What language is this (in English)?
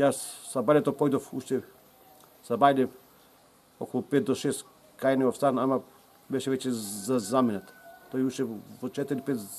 Macedonian